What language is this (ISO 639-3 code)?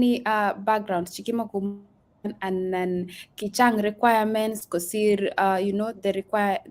kln